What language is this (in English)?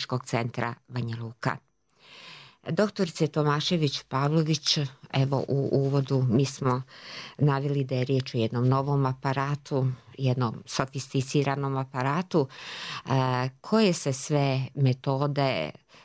Serbian